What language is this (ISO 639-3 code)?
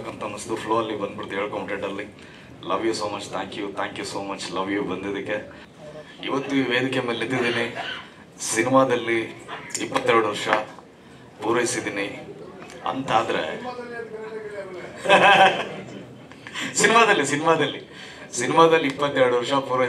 kan